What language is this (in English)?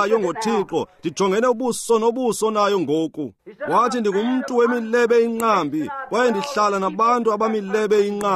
Xhosa